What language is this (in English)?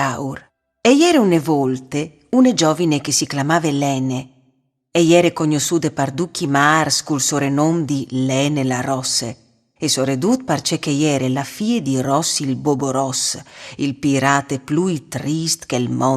Friulian